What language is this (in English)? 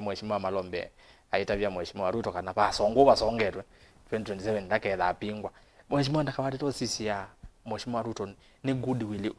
Kamba